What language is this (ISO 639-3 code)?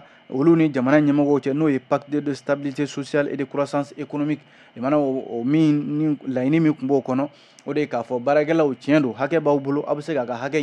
bam